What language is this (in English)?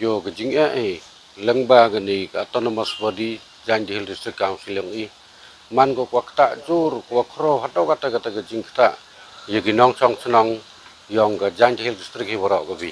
Khasi